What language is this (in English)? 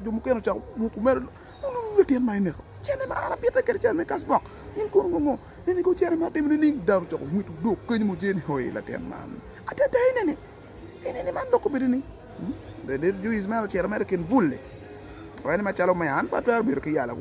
Acoli